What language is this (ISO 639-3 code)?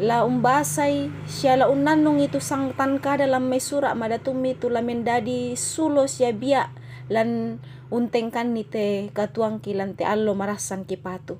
sda